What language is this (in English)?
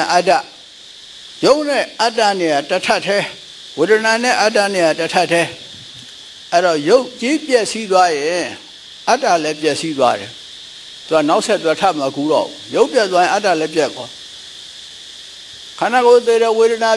Burmese